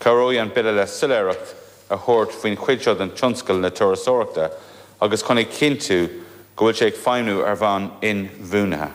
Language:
Irish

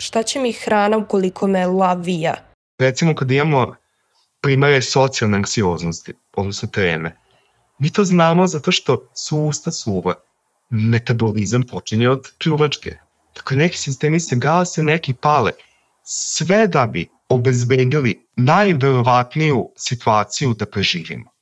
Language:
Serbian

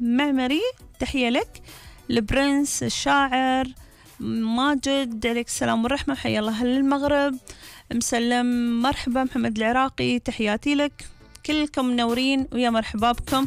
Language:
Gulf Arabic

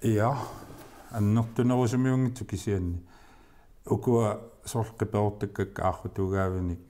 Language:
Kalaallisut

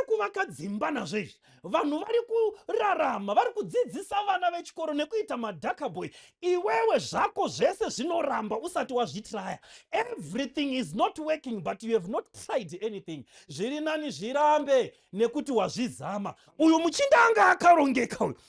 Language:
Shona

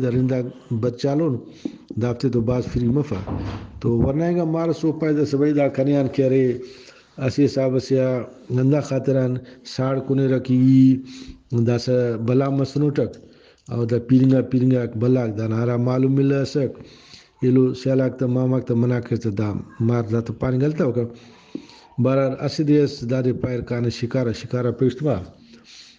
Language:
Brahui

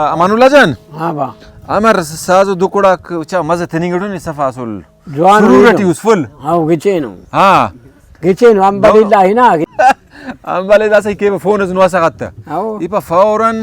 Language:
Brahui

